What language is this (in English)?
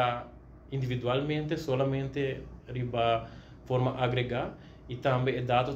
Papiamento